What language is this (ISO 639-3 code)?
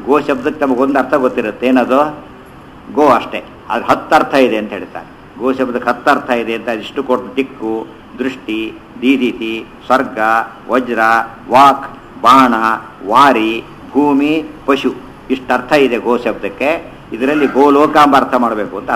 kan